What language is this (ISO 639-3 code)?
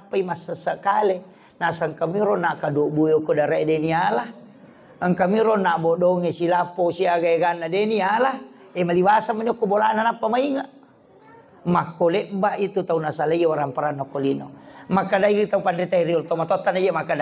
bug